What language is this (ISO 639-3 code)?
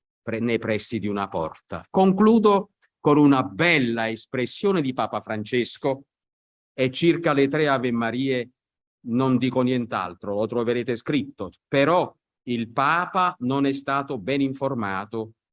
ita